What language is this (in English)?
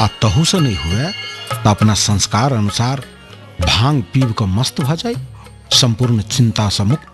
Maithili